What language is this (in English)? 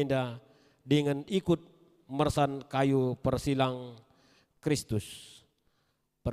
Batak Karo